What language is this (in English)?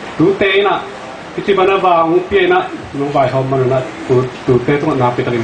Tedim Chin